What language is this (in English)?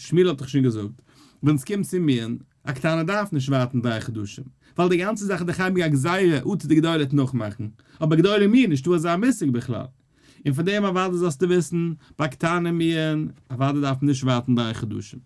Yiddish